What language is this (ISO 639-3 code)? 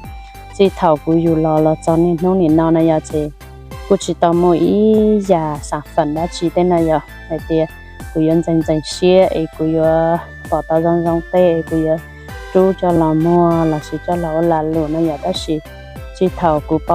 hmn